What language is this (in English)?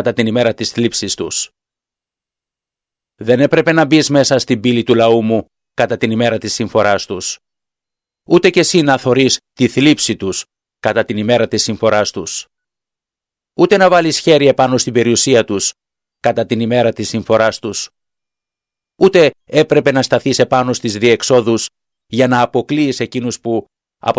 Greek